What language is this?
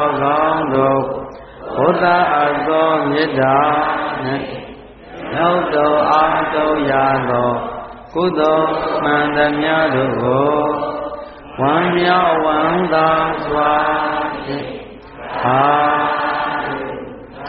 Burmese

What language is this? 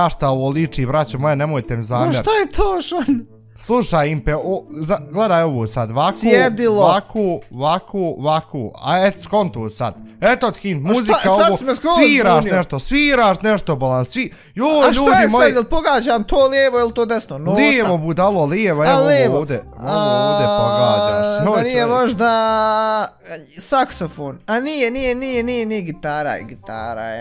Bosnian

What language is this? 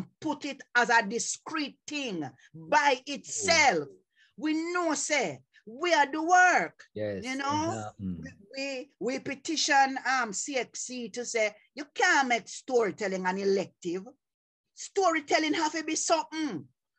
Jamaican Creole English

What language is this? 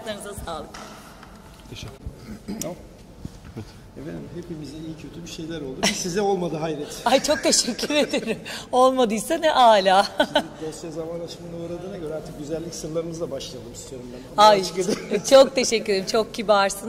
Turkish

